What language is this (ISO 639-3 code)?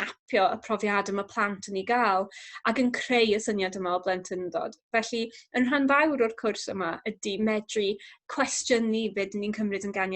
cym